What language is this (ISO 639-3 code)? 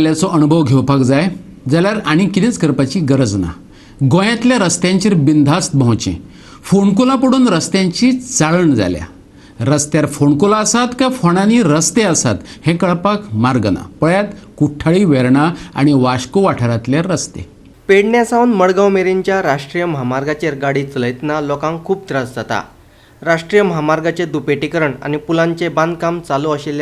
kok